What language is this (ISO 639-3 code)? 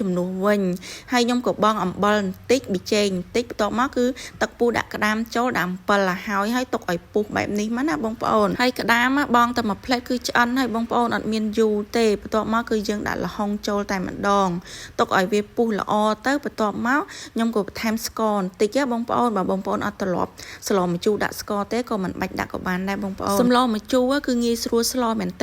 khm